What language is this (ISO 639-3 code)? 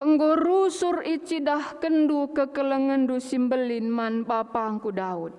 btx